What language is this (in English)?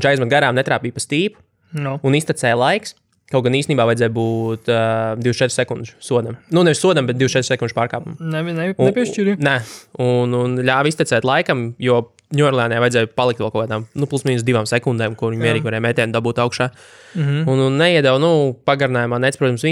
Latvian